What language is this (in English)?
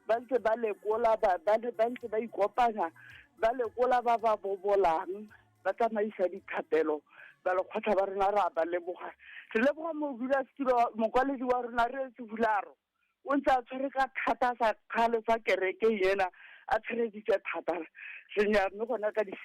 Tswana